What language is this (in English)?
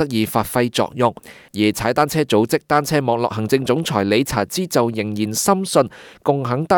Cantonese